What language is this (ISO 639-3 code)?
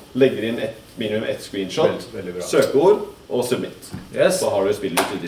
nor